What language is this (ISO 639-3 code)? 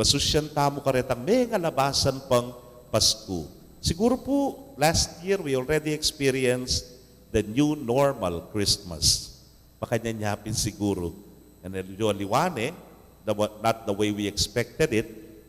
pam